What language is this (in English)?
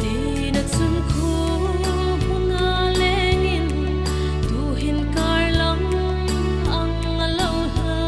Hmar